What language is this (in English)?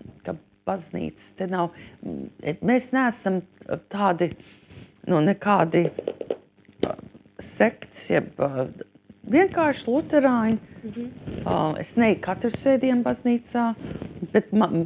Latvian